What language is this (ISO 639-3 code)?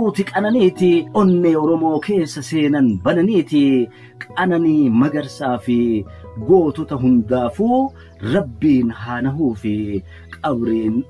orm